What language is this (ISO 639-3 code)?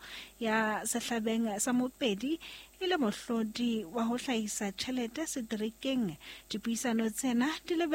sot